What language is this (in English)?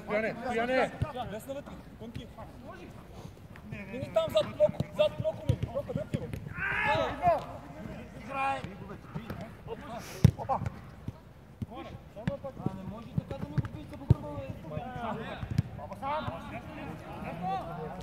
Bulgarian